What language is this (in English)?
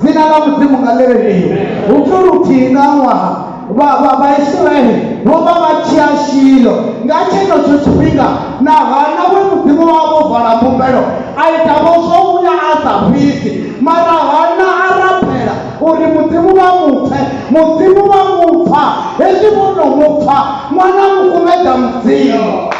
Venda